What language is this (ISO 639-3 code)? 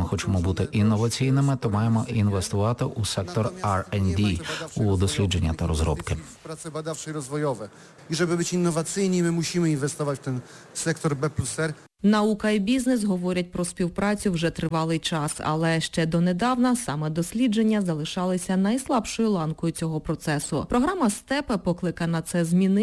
ukr